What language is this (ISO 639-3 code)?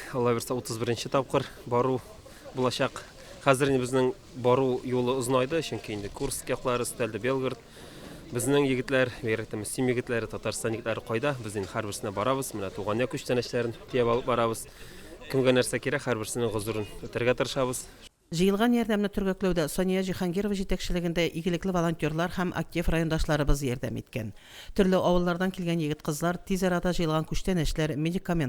tat